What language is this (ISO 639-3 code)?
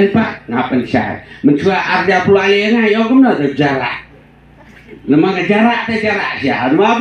kha